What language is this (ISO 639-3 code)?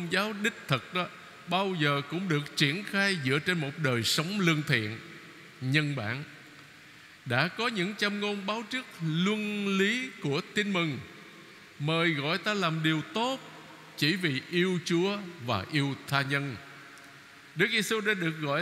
vie